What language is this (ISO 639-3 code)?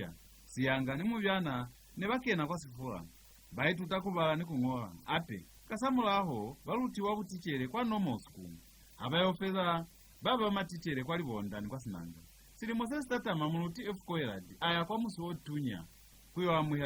loz